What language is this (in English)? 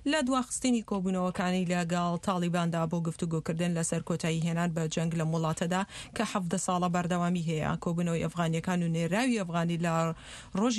Central Kurdish